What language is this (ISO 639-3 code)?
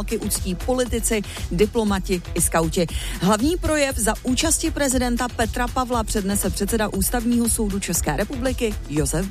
ces